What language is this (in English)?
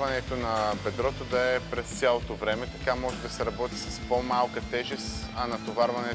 Bulgarian